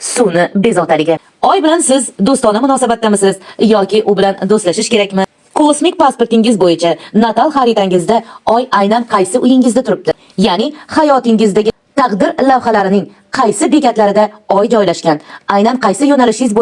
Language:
Uzbek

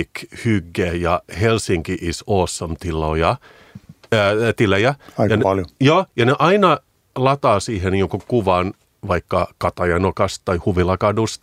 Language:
Finnish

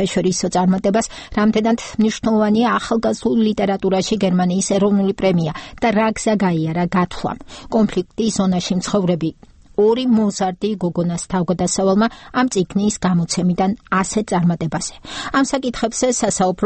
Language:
Georgian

